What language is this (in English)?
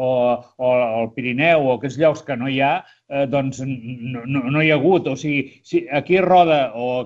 Catalan